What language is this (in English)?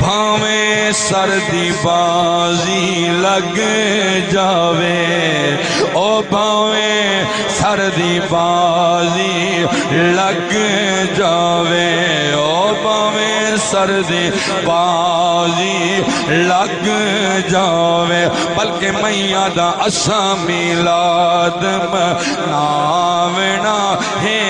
Saraiki